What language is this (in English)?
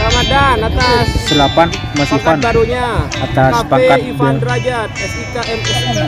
Madurese